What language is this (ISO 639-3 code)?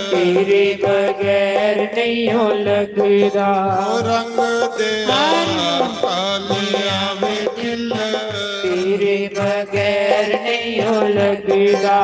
doi